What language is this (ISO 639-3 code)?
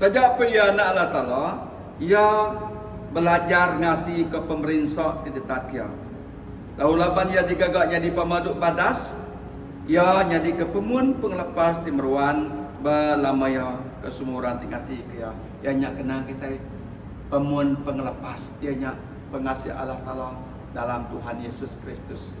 iba